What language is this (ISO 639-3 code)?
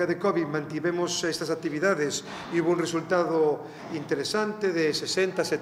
glg